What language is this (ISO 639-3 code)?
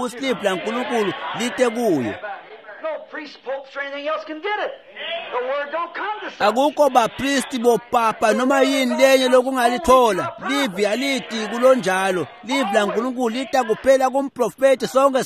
ssw